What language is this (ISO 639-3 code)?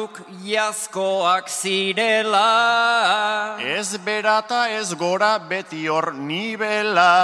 eus